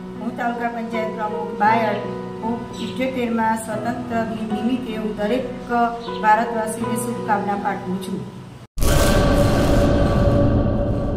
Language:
Gujarati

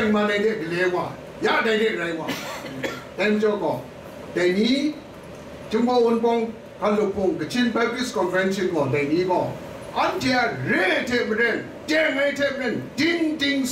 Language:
Kachin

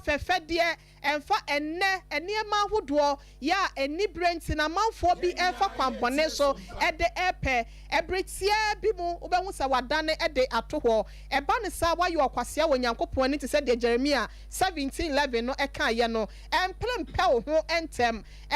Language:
Akan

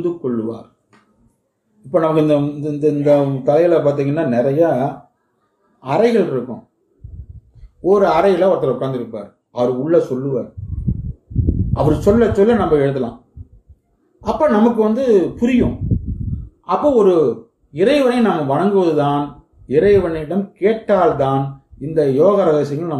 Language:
Tamil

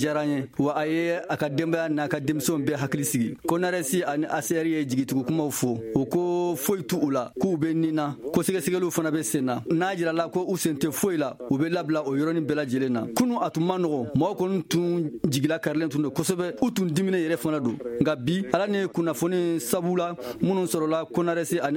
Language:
Bambara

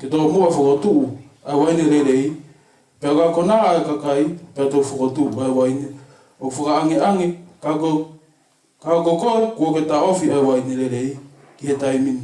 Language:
Tongan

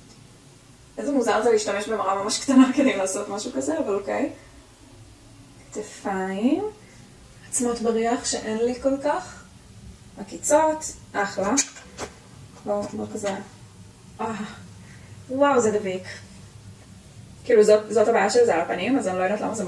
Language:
Hebrew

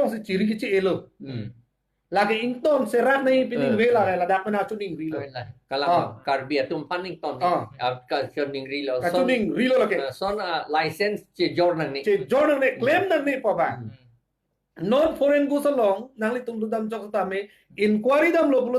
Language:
Karbi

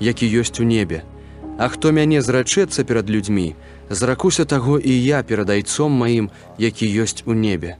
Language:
Belarusian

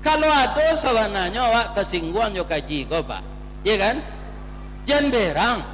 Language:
Minangkabau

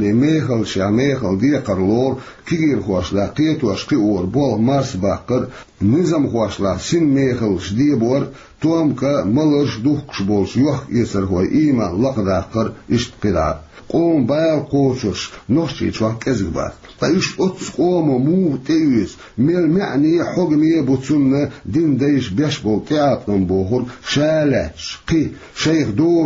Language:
Chechen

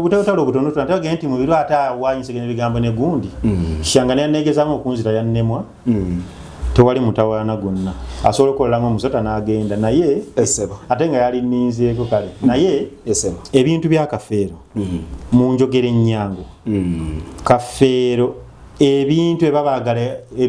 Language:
Ganda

